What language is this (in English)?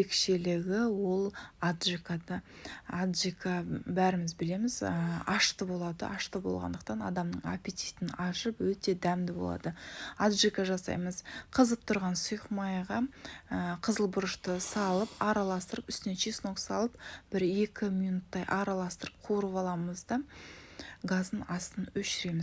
Kazakh